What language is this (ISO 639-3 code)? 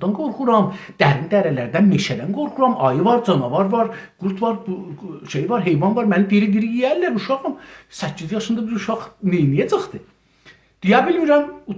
azb